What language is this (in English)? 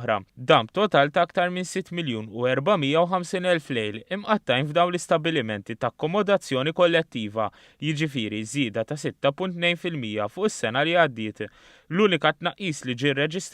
Maltese